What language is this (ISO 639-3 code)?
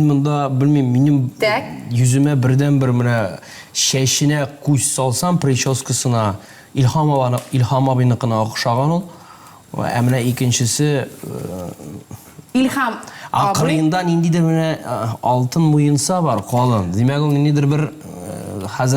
tat